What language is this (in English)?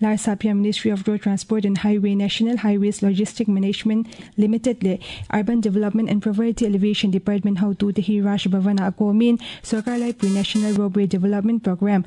Mizo